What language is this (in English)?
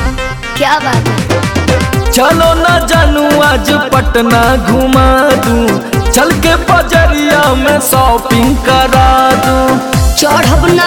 Bhojpuri